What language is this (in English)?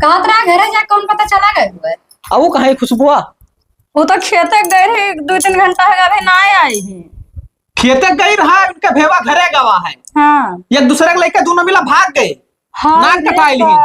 Awadhi